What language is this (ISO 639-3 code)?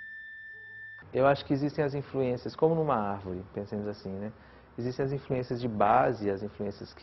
por